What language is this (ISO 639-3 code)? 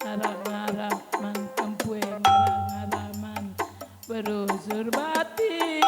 btx